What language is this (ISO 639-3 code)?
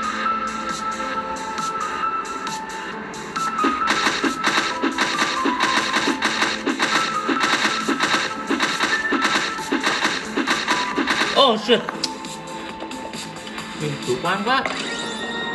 vie